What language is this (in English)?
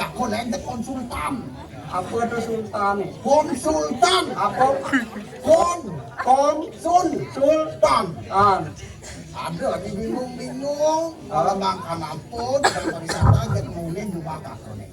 Balinese